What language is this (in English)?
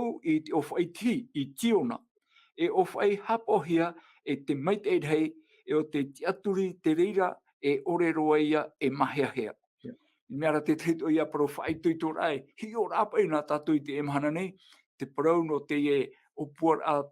Tahitian